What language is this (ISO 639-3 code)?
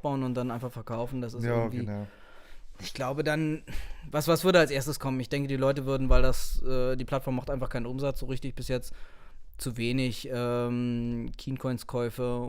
gsw